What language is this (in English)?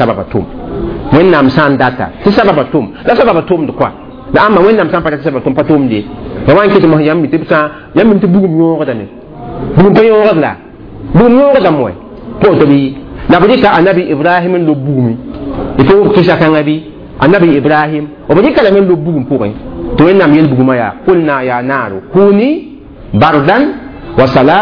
Mossi